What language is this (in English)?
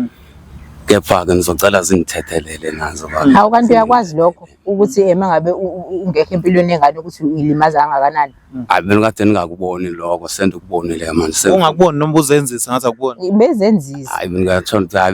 Zulu